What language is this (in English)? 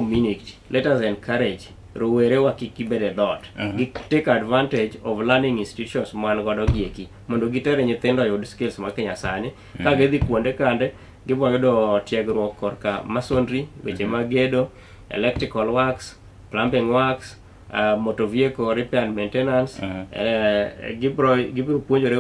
Luo (Kenya and Tanzania)